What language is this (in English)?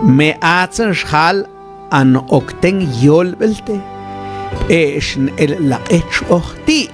Mam